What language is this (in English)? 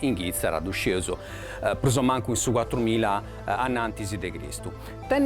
Sardinian